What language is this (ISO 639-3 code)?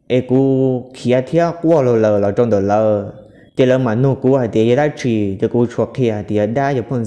hmn